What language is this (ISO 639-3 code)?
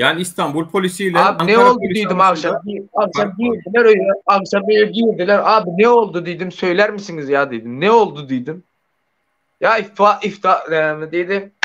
tuk